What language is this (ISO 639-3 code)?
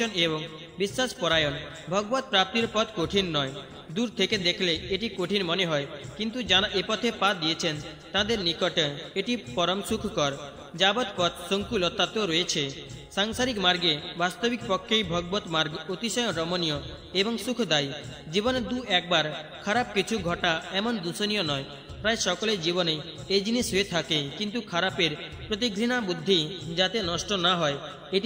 ben